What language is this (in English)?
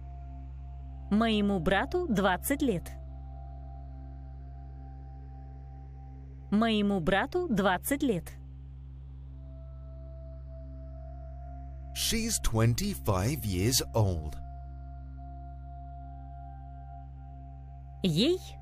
Russian